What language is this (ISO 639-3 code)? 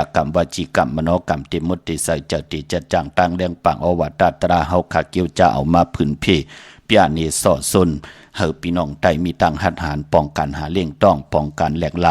shn